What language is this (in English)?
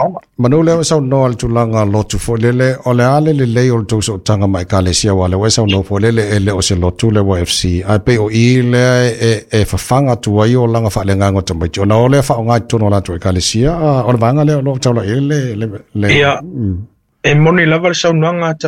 Samoan